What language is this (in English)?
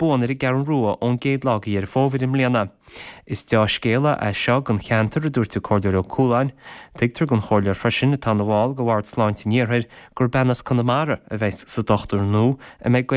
Irish